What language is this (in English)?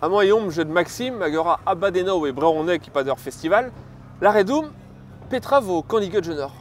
Breton